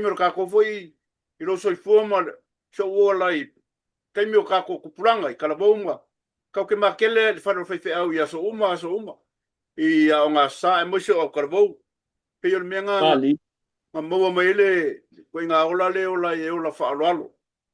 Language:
Samoan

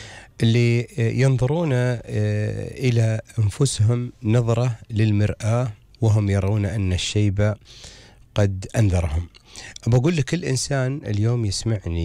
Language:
Gulf Arabic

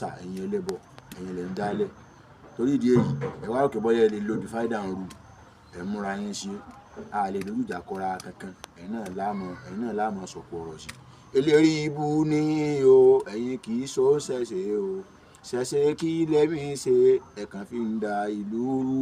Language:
Yoruba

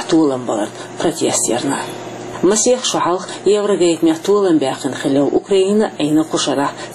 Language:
Chechen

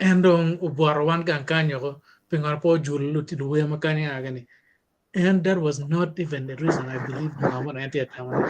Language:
Acoli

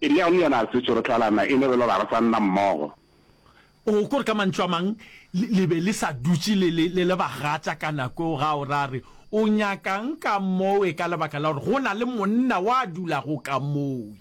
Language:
Northern Sotho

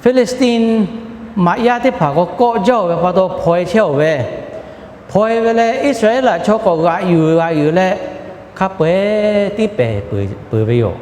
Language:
Lahu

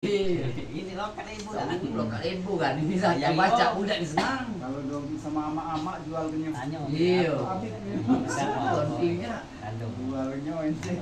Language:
Musi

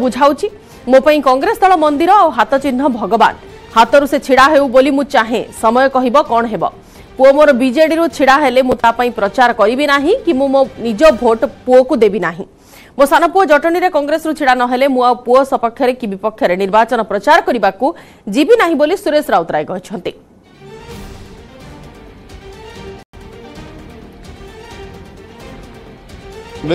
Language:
Odia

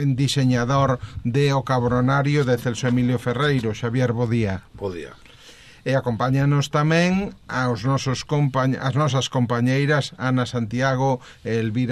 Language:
Galician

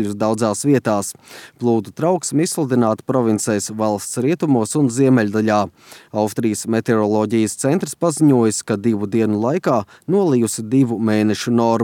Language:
Latvian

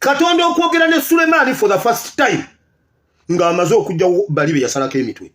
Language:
Ganda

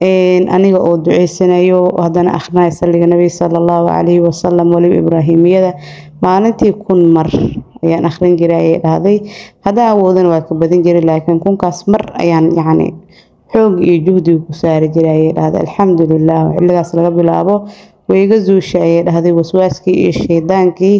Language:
Somali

